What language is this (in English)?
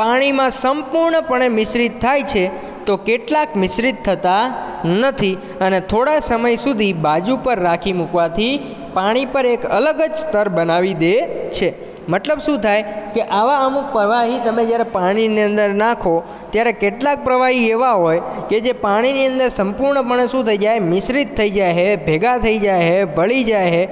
Gujarati